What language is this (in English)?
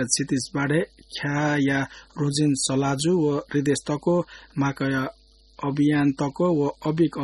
Newari